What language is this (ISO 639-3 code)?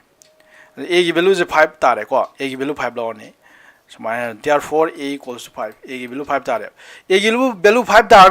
mni